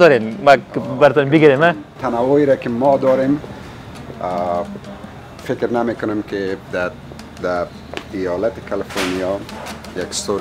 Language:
Persian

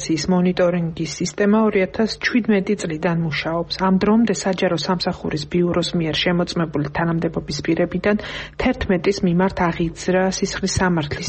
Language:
Georgian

